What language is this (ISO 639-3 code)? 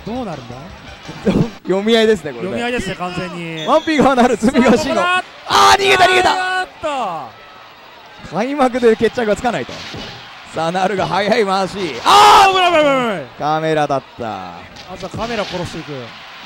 jpn